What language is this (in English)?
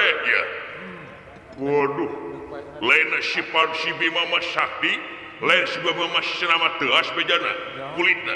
Sundanese